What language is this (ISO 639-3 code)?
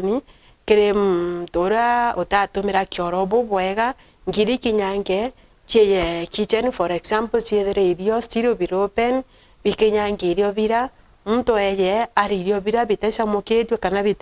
mer